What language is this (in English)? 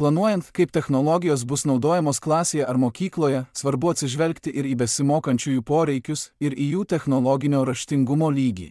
Lithuanian